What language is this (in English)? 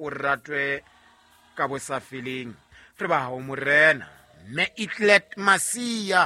Southern Sotho